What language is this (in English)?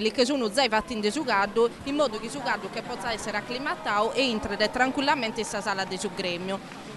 Sardinian